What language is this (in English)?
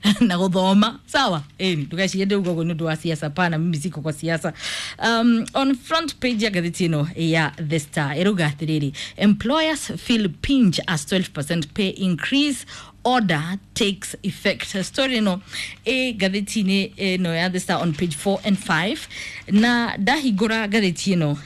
Kikuyu